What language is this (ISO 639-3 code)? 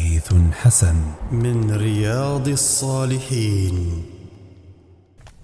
ara